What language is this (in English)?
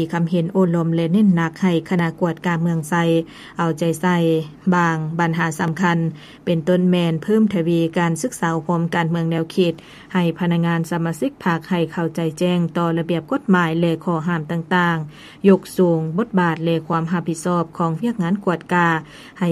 Lao